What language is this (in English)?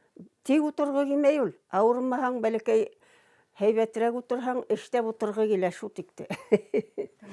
Bashkir